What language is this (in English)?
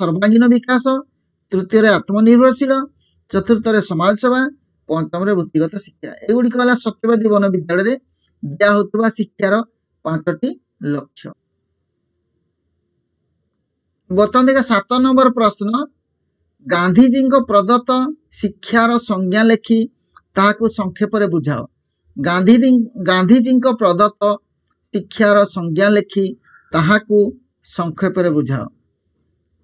Odia